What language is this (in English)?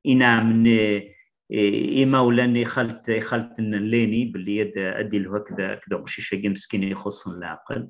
Kabyle